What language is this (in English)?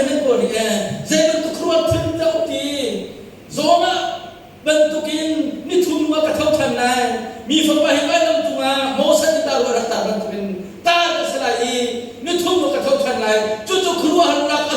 Hakha Chin